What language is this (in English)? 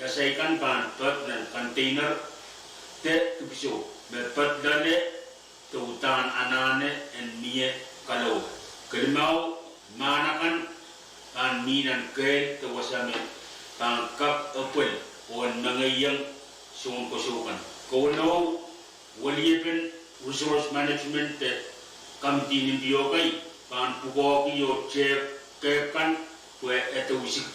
Pohnpeian